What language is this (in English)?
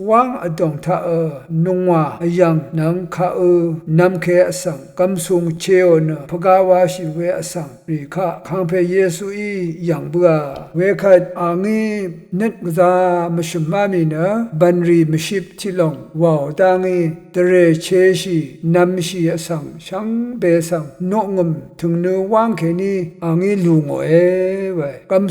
Rawang